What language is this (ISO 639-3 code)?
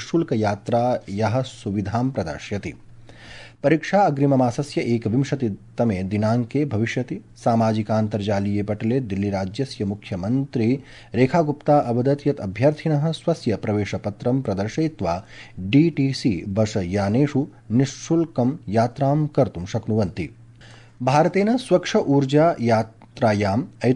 san